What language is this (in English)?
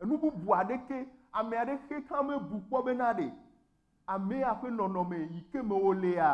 Ewe